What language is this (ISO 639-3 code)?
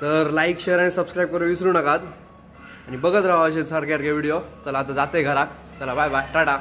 kok